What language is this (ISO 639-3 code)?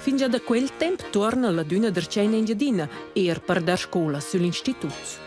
roh